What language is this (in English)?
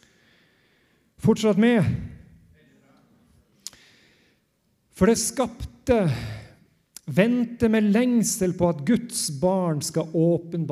Norwegian